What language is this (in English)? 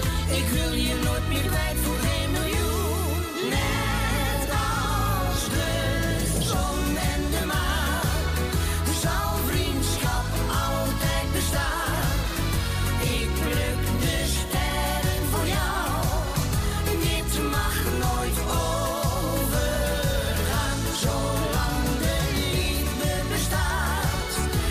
Dutch